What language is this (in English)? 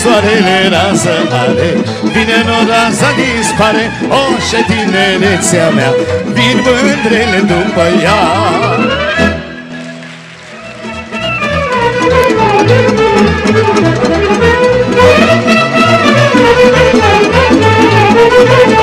Romanian